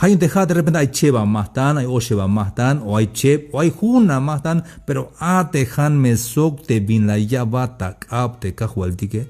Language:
Tzeltal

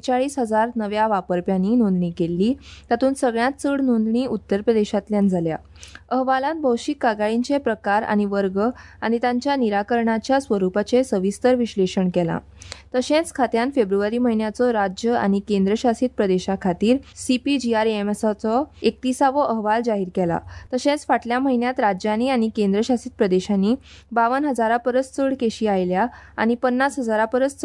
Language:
Konkani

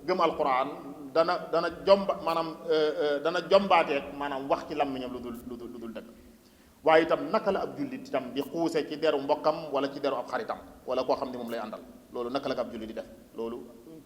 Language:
Wolof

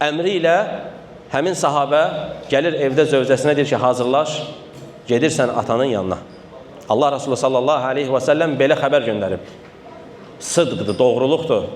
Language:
Azerbaijani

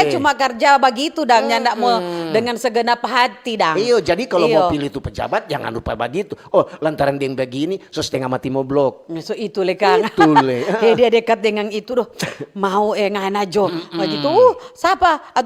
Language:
Manado Malay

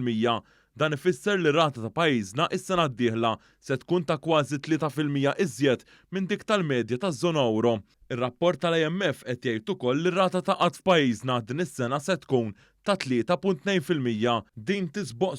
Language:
Maltese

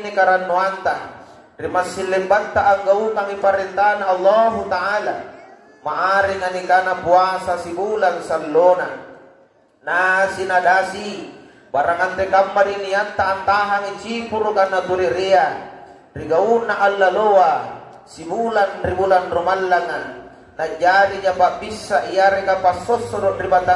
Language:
Makasar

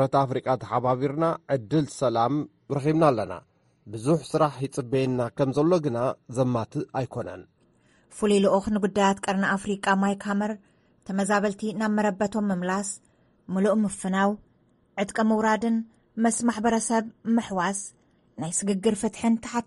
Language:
Tigrinya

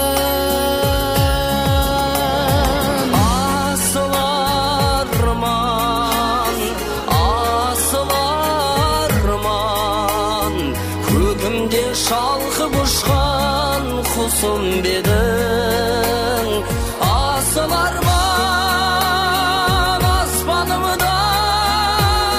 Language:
Kazakh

